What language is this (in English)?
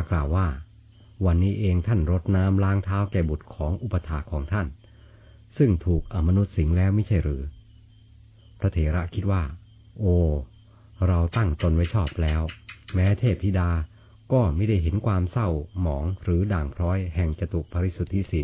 Thai